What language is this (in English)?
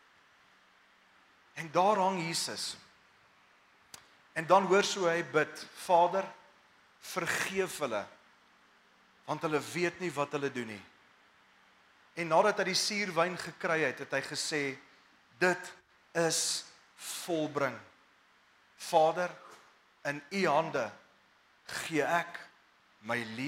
Afrikaans